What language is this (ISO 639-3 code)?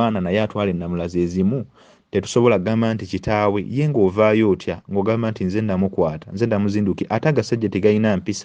lug